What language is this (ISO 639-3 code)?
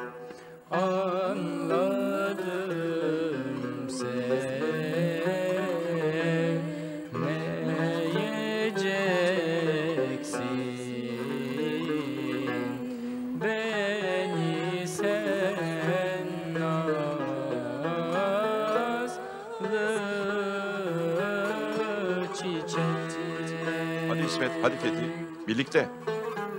tur